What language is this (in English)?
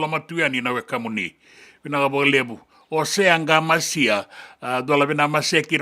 Fijian